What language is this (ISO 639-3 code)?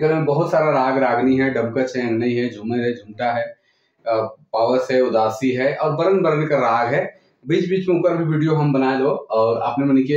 sck